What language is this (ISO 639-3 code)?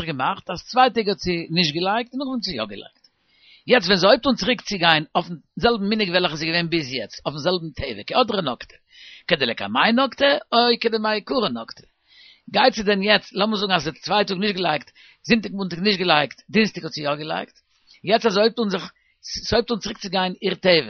yid